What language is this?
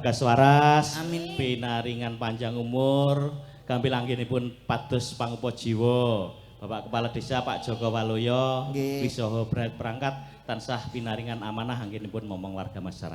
Javanese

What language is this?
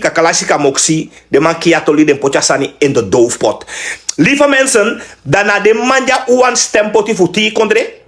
Sranan Tongo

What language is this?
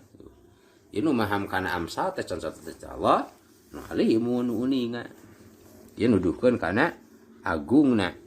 Sundanese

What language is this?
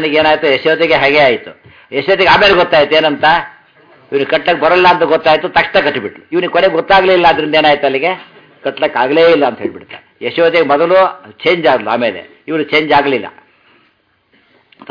Kannada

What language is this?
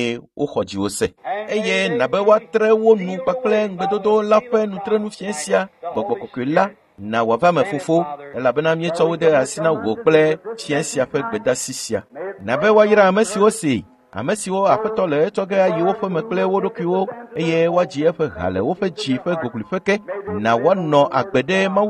Ewe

